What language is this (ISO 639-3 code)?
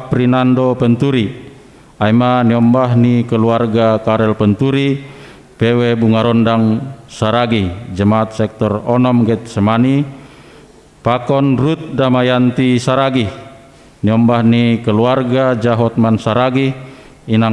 bts